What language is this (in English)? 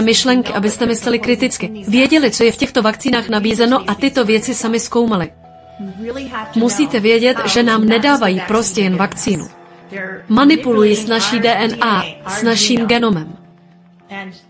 Czech